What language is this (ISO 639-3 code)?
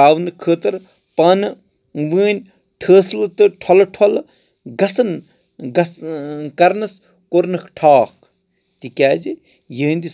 kas